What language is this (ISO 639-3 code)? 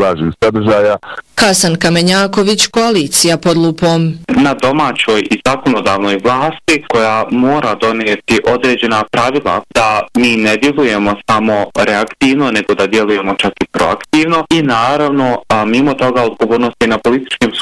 bos